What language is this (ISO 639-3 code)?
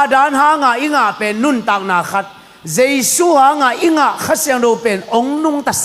ctd